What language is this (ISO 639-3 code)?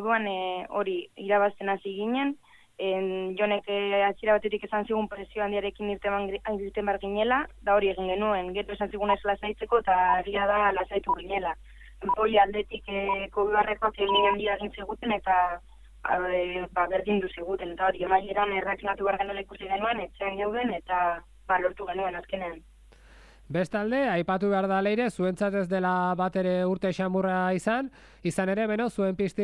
eus